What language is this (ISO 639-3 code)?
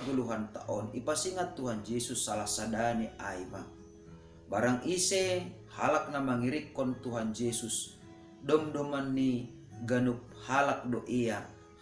bts